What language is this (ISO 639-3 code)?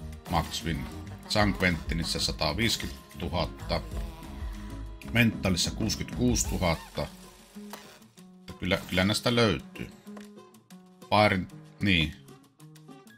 fin